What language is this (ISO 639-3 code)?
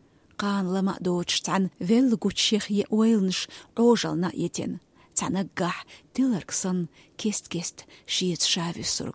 che